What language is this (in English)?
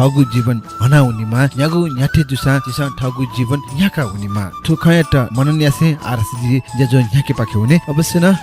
Newari